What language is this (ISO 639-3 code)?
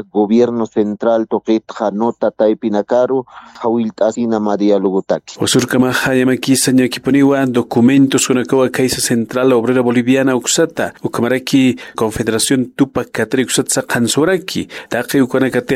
aym